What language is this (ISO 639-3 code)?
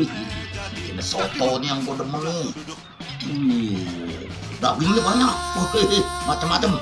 bew